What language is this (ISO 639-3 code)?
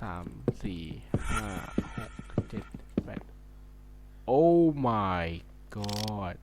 lao